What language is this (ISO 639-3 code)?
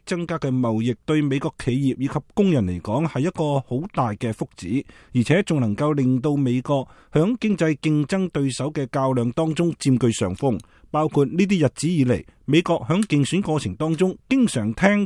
yue